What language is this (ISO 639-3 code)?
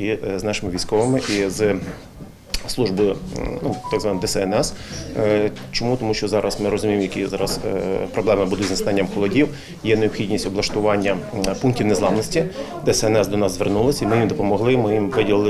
ukr